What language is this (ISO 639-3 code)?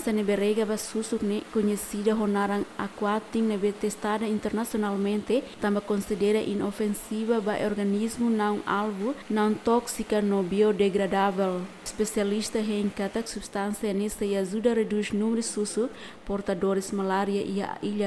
tet